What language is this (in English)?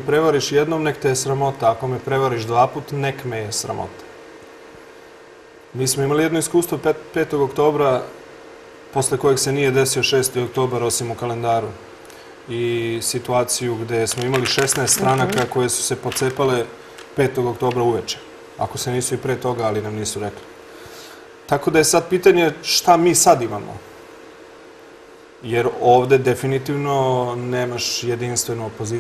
Serbian